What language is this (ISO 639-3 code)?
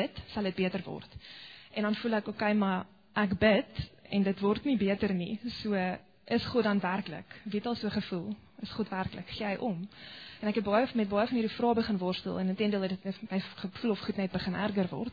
afr